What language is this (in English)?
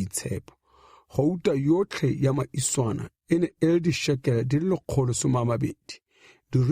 Tswana